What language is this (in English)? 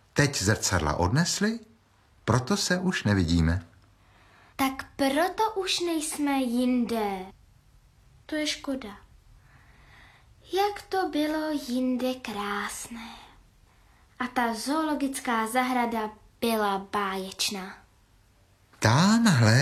Czech